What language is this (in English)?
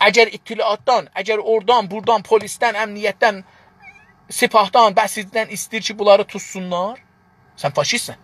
South Azerbaijani